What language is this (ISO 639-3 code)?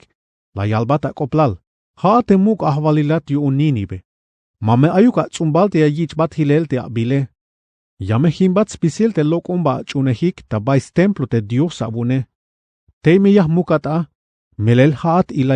tzh